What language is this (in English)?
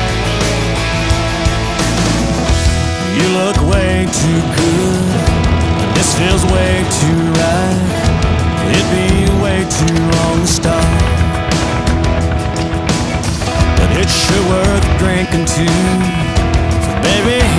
English